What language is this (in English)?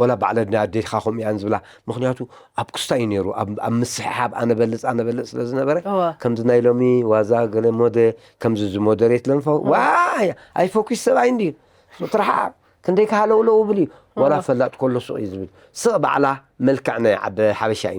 Tigrinya